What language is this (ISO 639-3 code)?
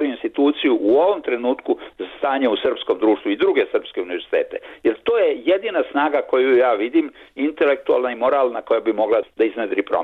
srp